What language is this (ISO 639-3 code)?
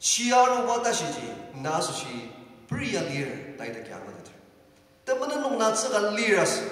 njo